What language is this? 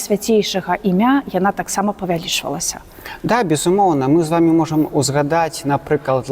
Belarusian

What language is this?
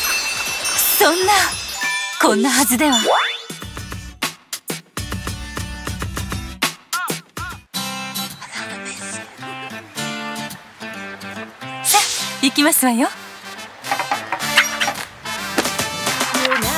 Japanese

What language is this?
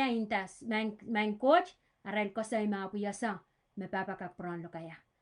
Pohnpeian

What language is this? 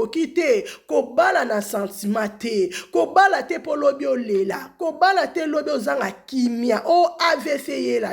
Lingala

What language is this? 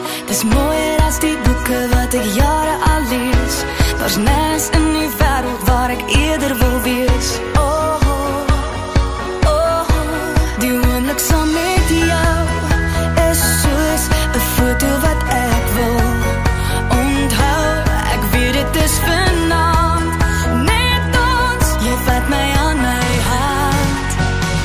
Afrikaans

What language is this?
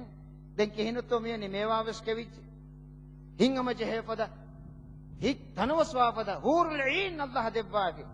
Divehi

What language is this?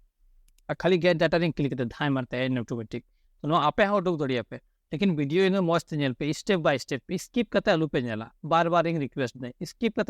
Santali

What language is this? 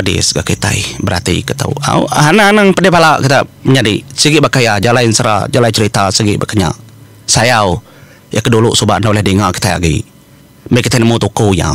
Iban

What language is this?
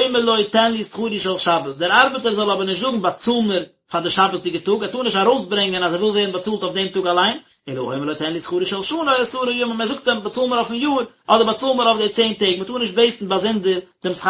Yiddish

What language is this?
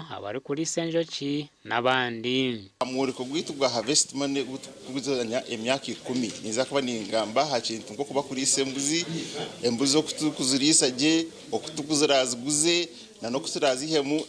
Nyankole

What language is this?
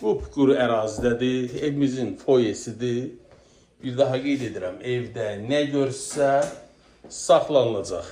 Azerbaijani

